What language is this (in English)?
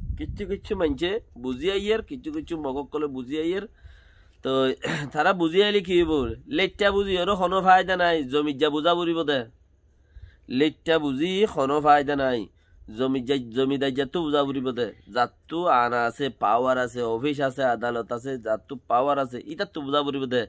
Rohingya